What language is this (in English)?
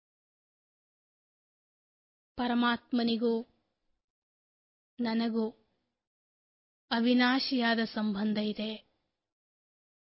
Kannada